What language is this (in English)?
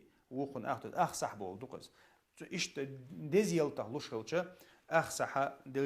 Chechen